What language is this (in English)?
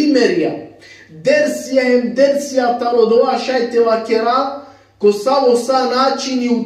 Balkan Romani